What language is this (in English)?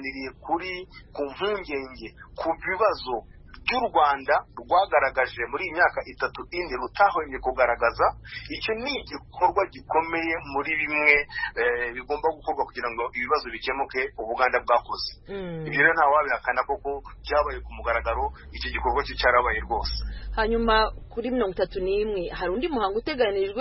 Kinyarwanda